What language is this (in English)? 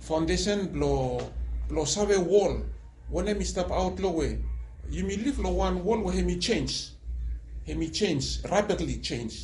Bislama